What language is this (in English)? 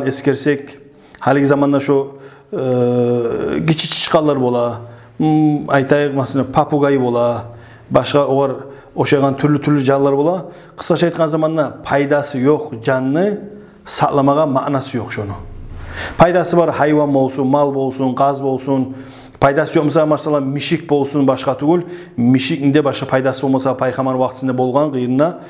Kumyk